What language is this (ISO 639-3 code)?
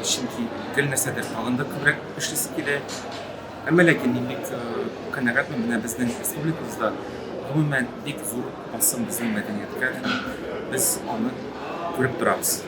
tat